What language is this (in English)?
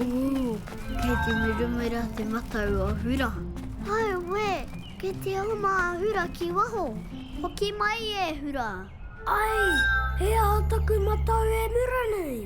Māori